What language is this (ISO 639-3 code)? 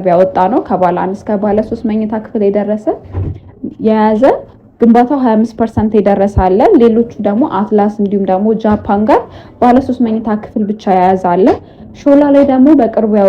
amh